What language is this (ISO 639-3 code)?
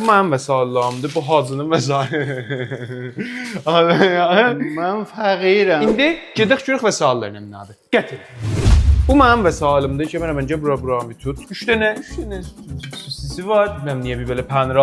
azb